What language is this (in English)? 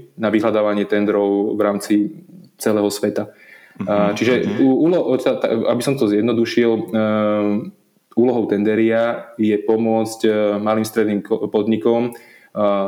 Slovak